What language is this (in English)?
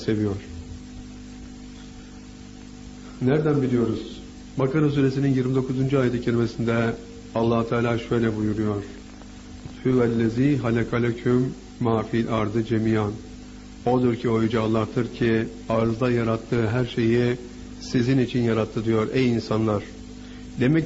Turkish